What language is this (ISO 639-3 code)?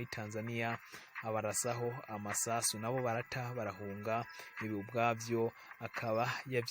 run